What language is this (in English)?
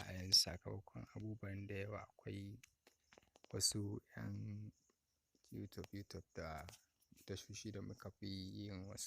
Hausa